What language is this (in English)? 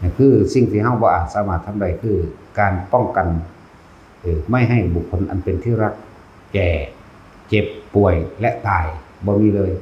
Northeastern Thai